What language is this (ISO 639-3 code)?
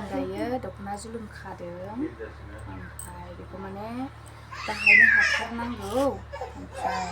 brx